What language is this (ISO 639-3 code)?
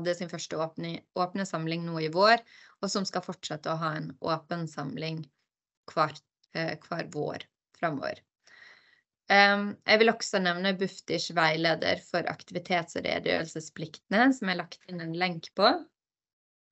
nor